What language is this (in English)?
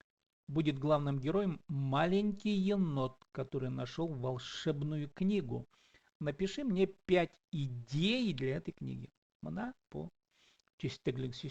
Khakas